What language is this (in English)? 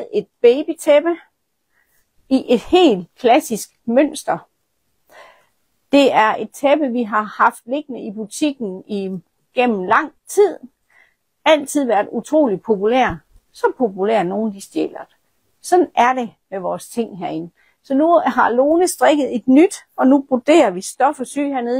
Danish